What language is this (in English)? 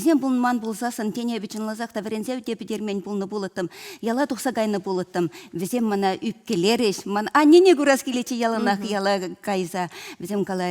Chuvash